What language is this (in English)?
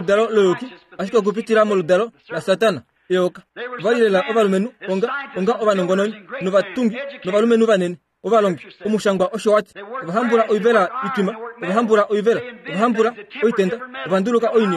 Kuanyama